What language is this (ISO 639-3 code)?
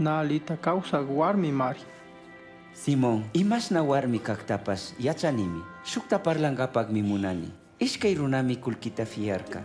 qug